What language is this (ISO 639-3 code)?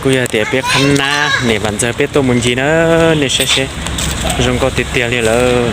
hmn